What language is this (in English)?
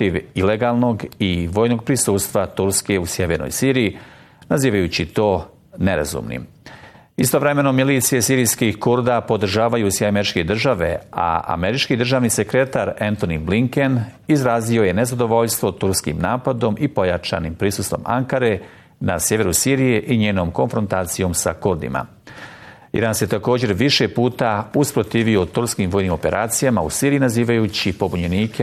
Bosnian